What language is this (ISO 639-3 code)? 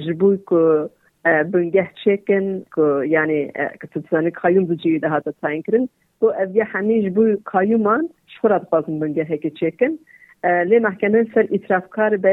kur